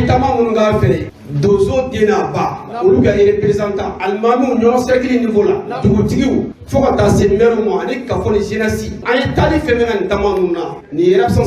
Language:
Bambara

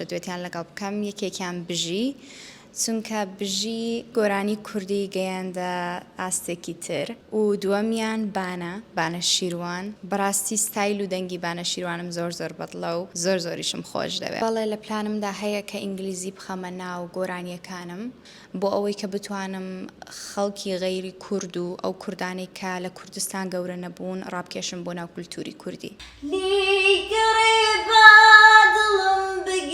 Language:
Central Kurdish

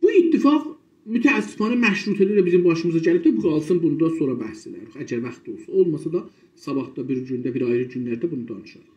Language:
South Azerbaijani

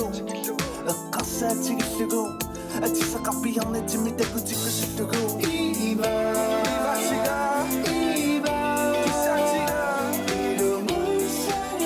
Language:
Inuktitut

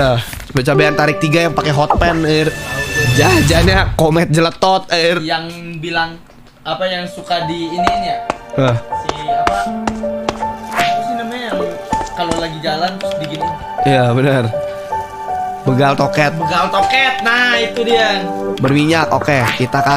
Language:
Indonesian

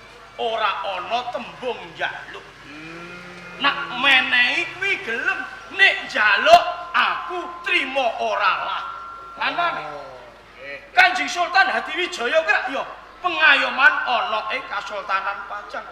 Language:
Javanese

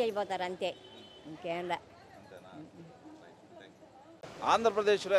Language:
Telugu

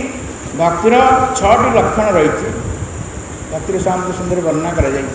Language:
Odia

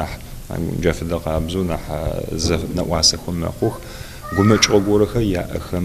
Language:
Adyghe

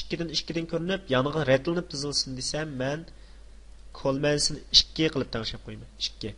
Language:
Uyghur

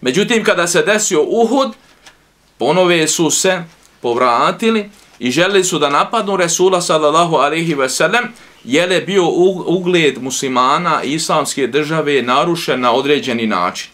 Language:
Bosnian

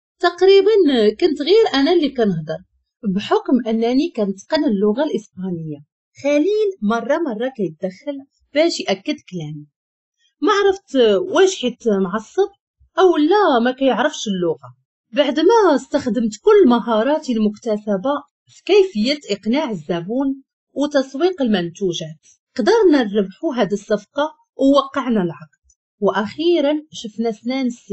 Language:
Moroccan Arabic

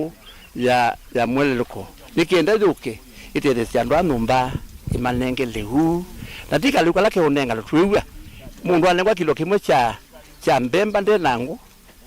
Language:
Kamba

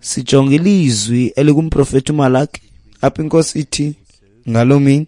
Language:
Xhosa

